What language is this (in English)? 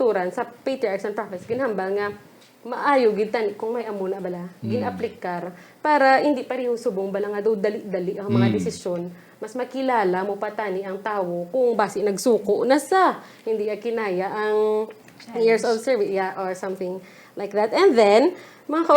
Hiligaynon